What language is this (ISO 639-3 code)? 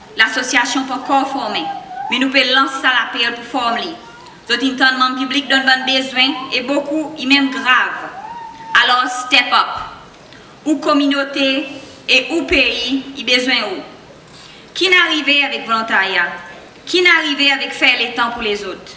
crs